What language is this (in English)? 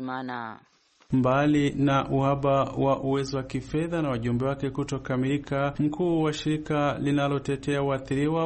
Swahili